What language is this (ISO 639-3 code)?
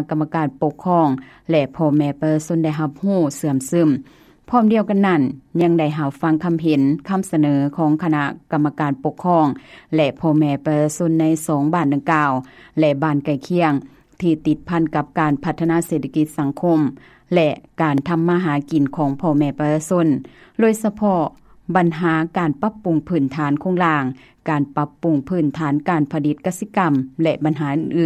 lao